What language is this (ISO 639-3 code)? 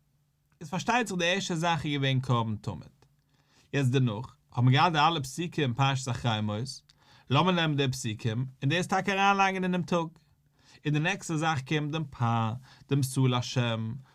yid